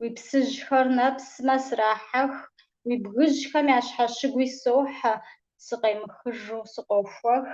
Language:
Kabardian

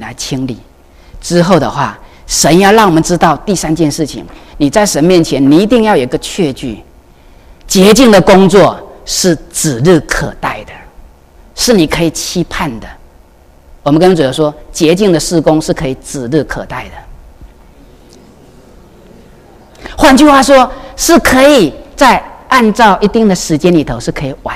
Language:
Chinese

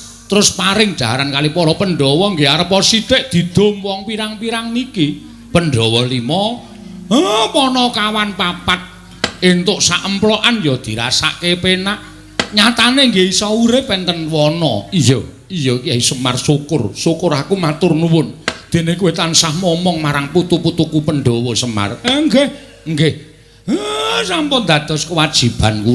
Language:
Javanese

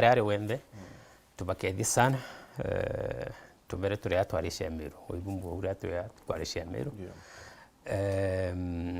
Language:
Meru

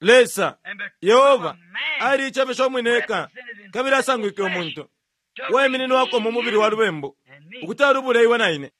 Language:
Bemba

